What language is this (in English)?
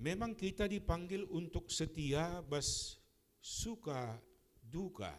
Batak Karo